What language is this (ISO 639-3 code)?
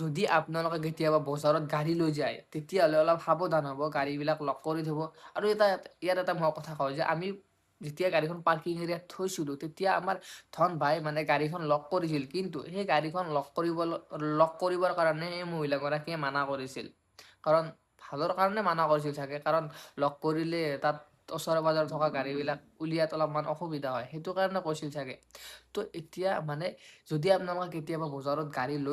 asm